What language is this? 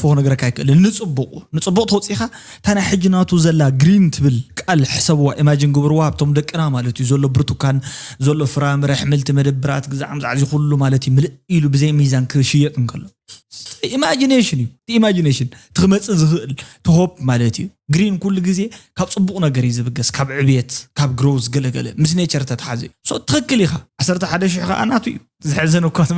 Tigrinya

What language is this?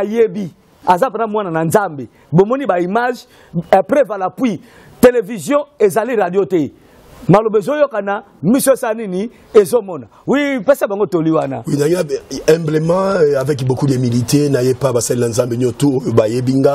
Lingala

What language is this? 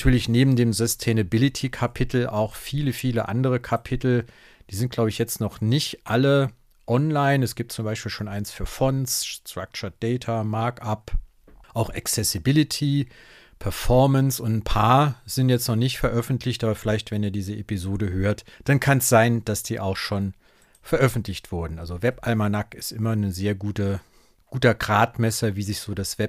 German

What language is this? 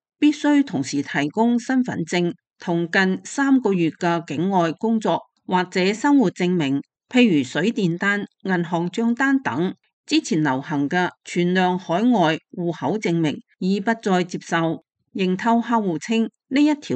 Cantonese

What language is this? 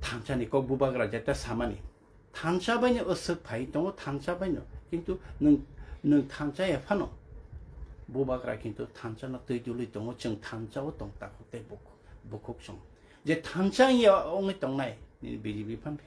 Kok Borok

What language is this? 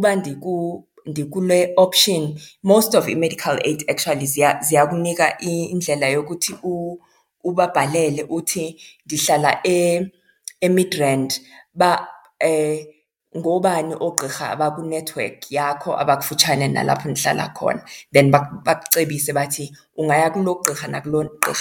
Xhosa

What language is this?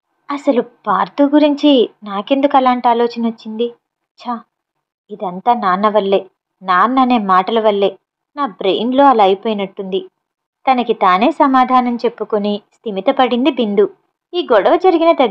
Telugu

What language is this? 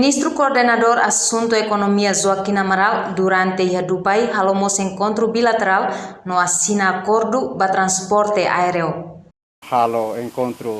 Tetum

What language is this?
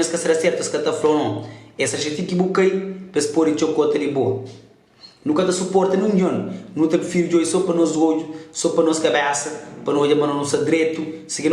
Kabuverdianu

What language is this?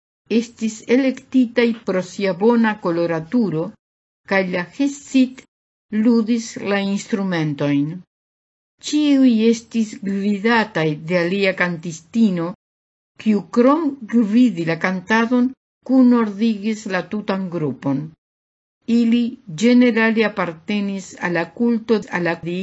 Esperanto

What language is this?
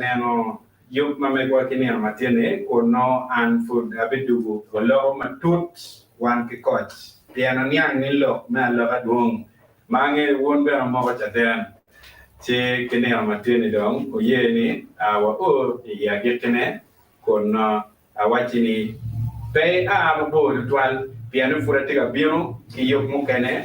Acoli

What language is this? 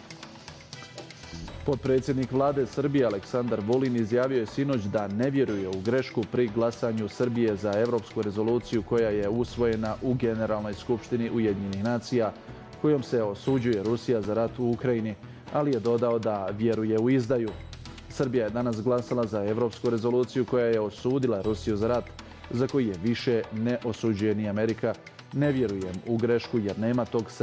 Bosnian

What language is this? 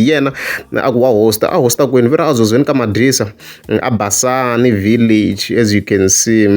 Tsonga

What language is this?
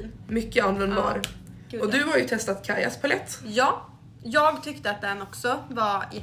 Swedish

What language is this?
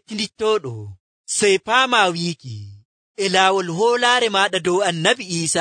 Nigerian Fulfulde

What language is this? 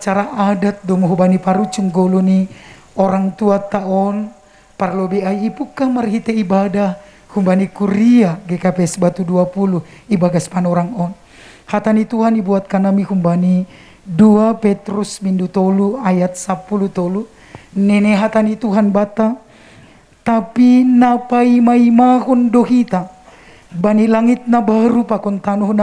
Batak Simalungun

